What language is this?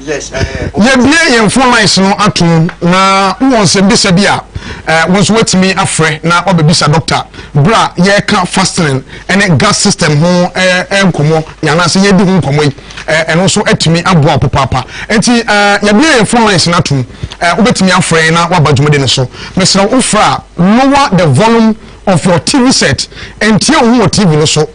Akan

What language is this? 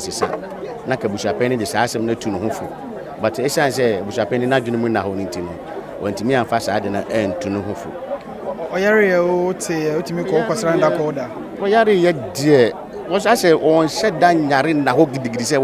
Akan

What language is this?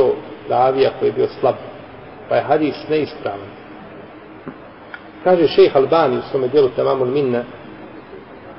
Bosnian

